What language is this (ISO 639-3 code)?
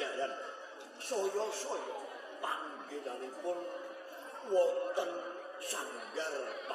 jav